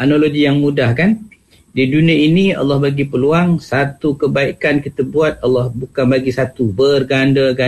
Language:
Malay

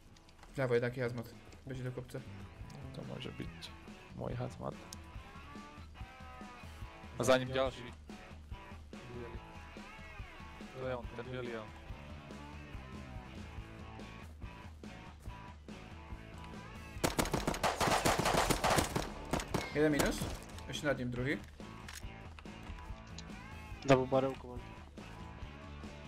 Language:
Slovak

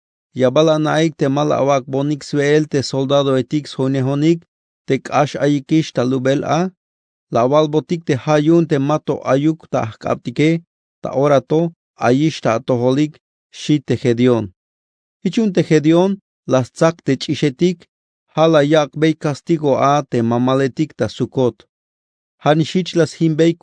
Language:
Tzeltal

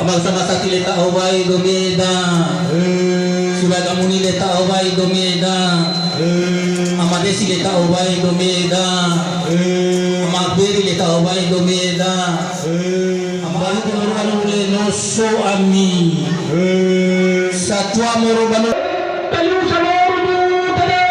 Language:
Nias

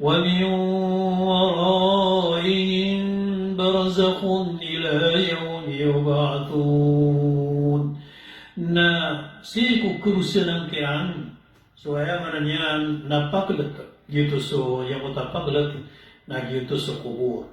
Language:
Maranao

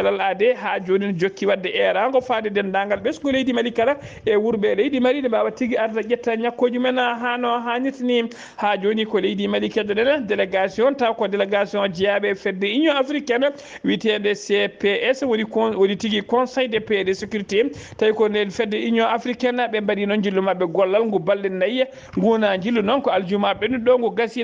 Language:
Fula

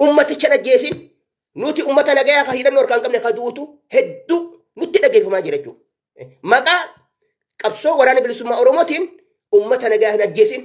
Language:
Oromo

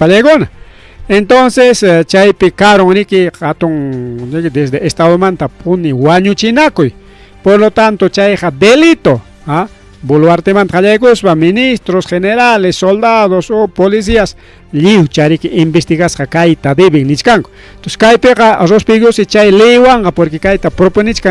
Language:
Ayacucho Quechua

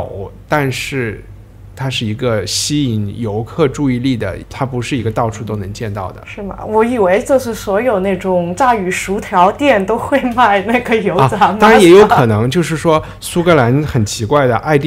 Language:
Chinese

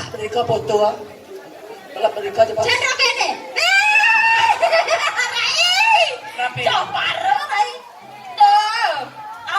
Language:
Balinese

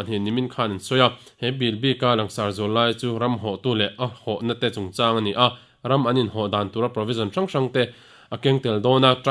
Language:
Mizo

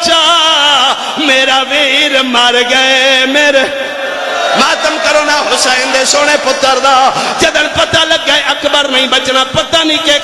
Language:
Pahari-Potwari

